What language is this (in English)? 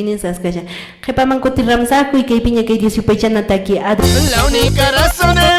Quechua